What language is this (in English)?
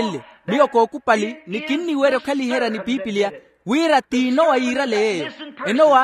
Makhuwa